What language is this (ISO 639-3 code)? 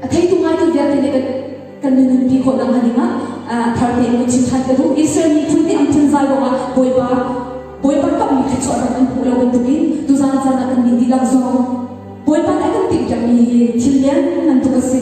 cnh